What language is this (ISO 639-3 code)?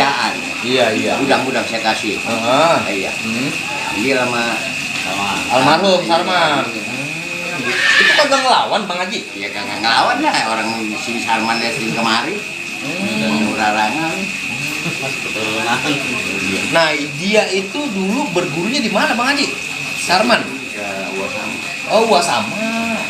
bew